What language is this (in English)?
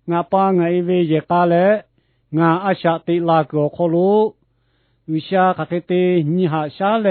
Lahu